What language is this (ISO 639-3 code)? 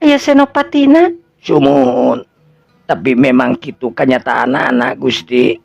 sun